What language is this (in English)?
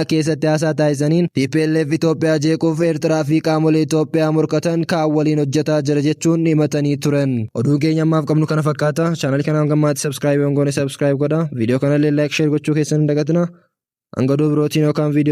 Oromo